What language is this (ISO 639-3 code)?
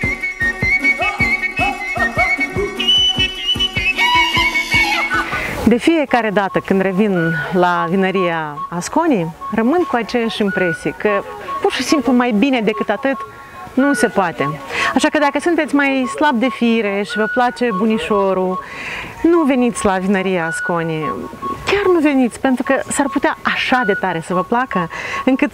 ron